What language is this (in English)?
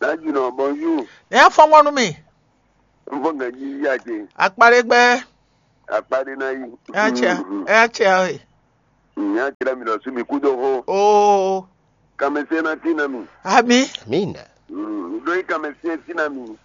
Fon